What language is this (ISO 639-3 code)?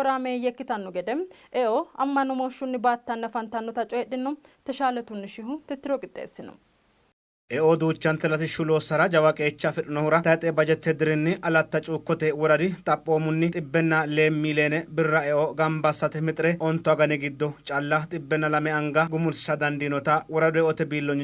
sid